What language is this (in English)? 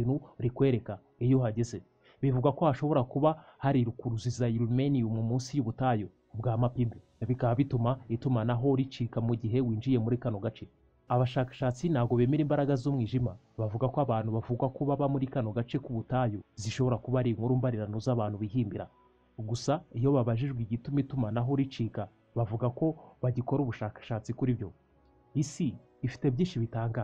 Kinyarwanda